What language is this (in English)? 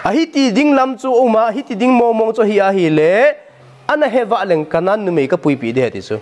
Thado Chin